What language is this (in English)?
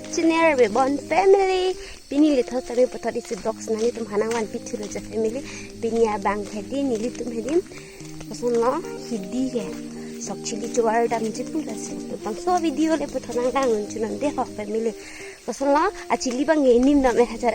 Karbi